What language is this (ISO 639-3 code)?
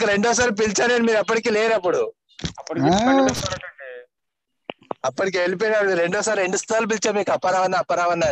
tel